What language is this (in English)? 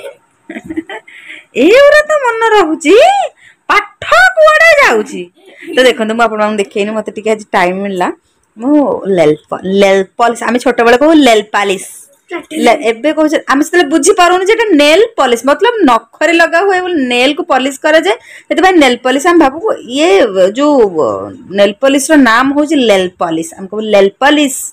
Odia